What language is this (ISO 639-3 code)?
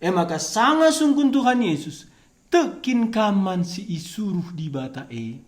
btx